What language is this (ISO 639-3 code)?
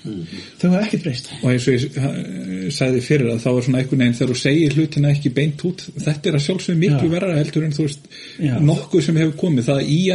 isl